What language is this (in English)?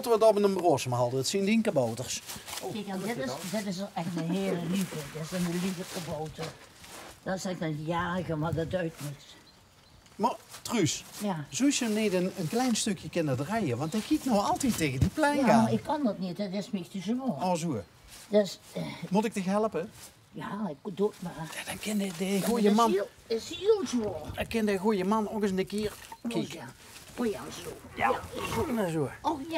Limburgish